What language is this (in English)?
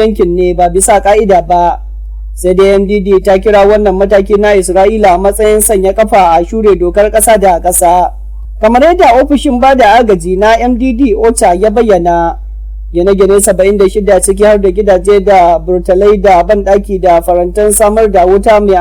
Hausa